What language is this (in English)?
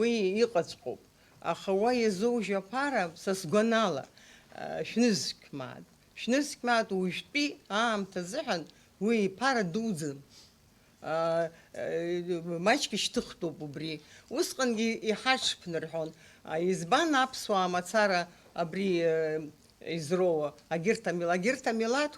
Abkhazian